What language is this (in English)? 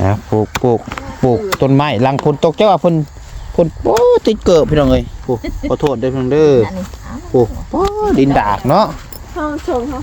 Northeastern Thai